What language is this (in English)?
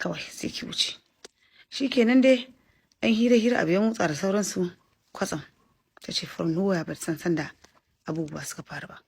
Hausa